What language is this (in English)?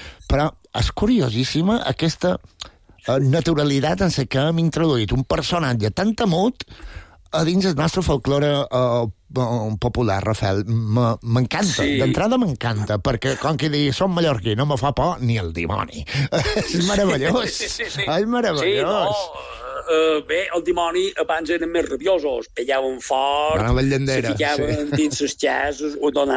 Catalan